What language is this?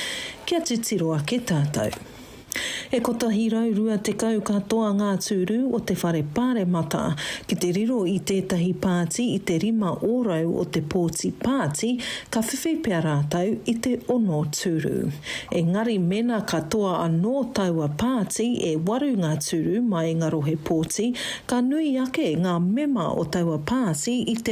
Māori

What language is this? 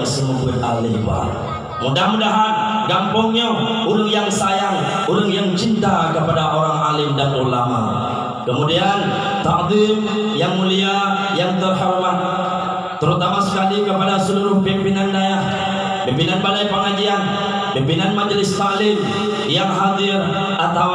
Achinese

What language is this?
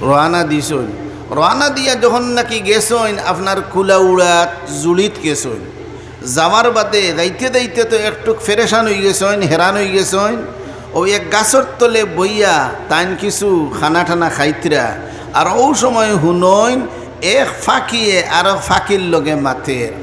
Sylheti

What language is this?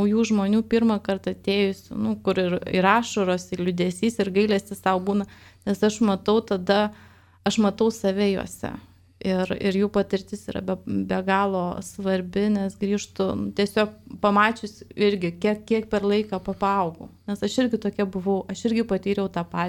Lithuanian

